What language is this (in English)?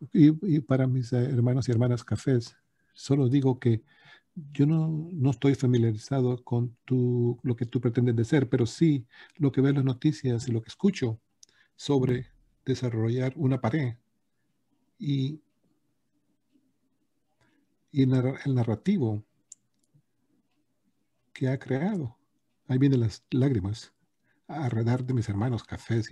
Spanish